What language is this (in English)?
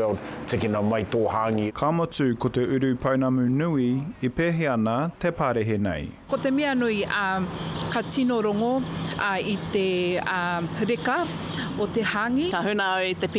Māori